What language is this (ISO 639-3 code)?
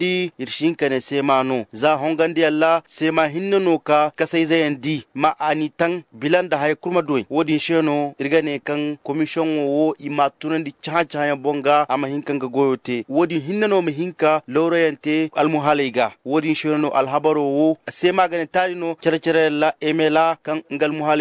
dje